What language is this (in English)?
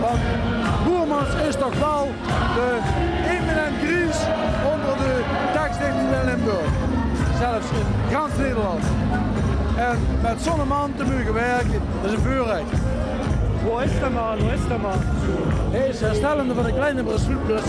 Limburgish